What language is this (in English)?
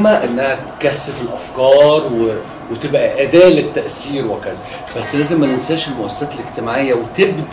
Egyptian Arabic